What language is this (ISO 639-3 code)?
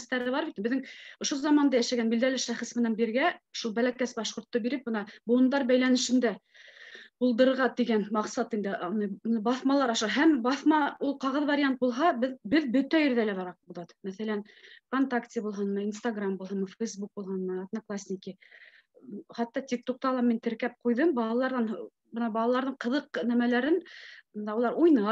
bak